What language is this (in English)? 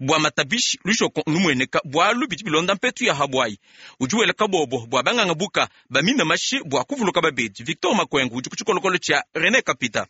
Luba-Lulua